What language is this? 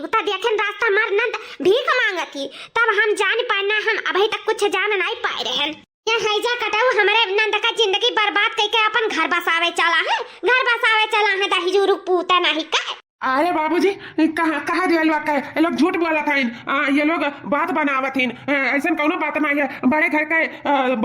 Awadhi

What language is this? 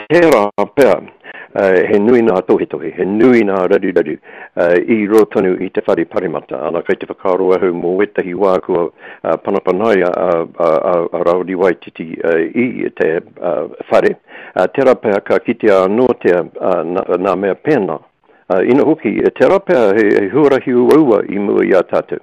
Māori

